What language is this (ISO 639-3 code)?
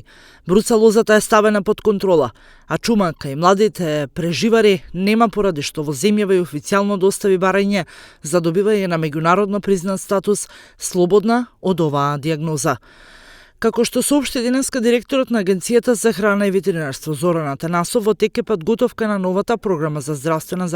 mkd